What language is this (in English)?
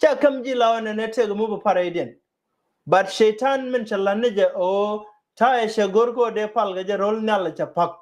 Nuer